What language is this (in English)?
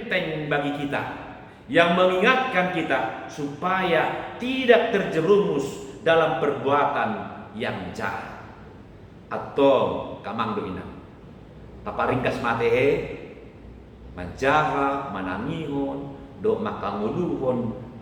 Batak Toba